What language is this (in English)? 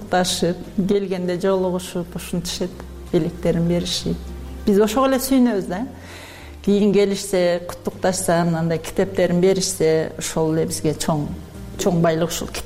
Kyrgyz